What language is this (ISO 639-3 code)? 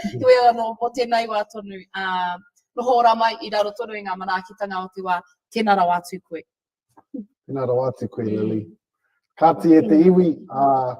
mri